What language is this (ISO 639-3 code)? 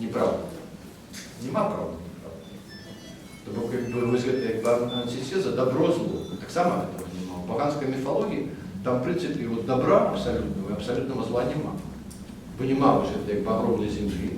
bel